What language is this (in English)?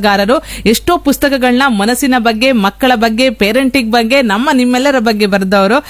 Kannada